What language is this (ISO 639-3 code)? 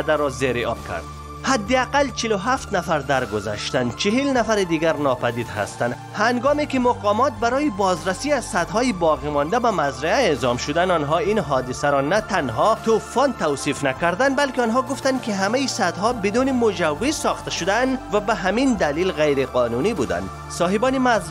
fas